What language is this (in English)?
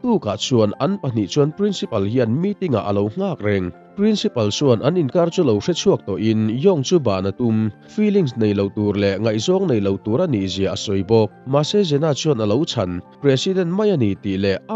Mizo